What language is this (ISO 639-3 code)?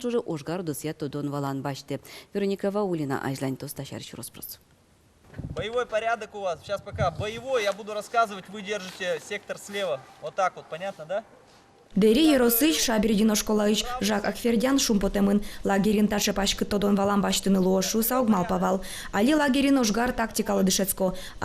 udm